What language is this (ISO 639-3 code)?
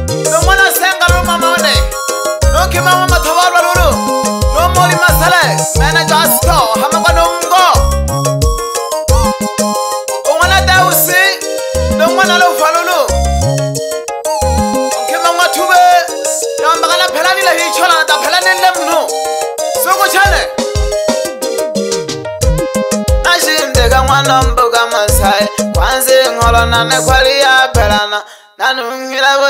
swa